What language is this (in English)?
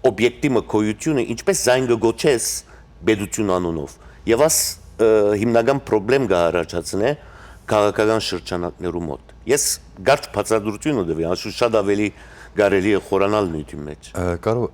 Western Armenian